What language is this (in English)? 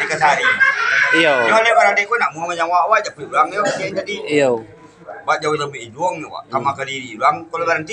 Minangkabau